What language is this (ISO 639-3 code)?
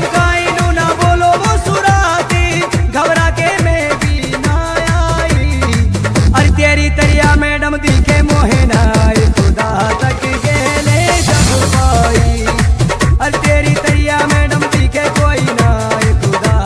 bho